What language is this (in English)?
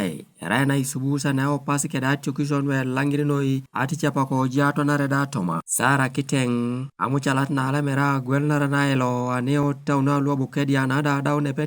Teso